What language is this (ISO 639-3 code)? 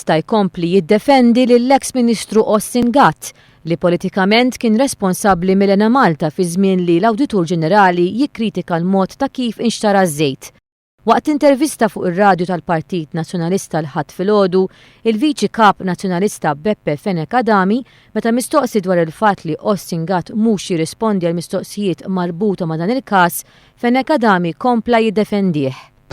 mlt